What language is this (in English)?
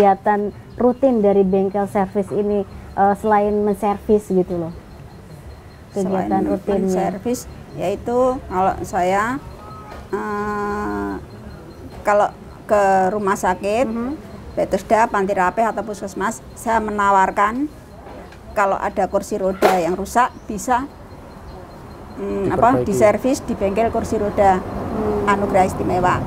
Indonesian